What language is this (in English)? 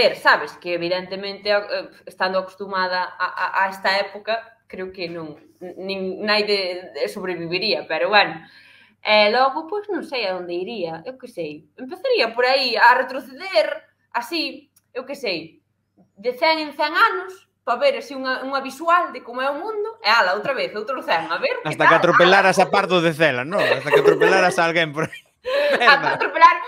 Galician